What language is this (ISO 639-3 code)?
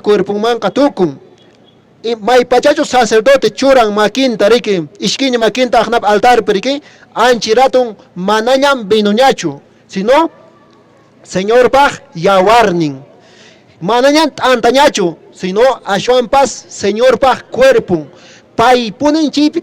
que